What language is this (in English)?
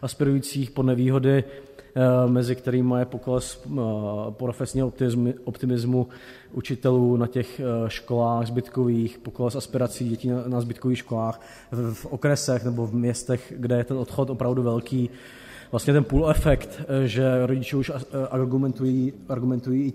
Czech